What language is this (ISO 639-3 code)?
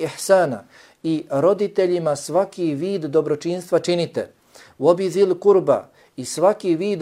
bos